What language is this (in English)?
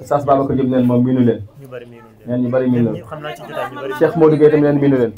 Wolof